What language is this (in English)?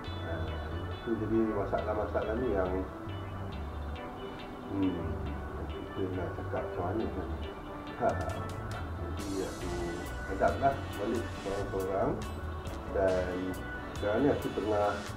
Malay